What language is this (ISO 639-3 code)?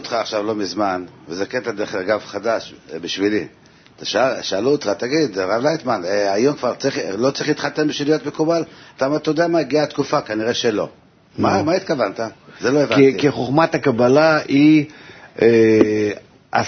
heb